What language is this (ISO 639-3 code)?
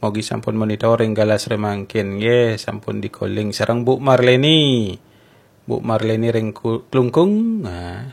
ban